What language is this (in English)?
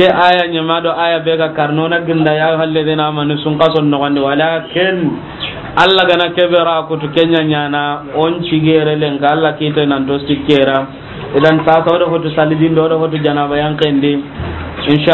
Soninke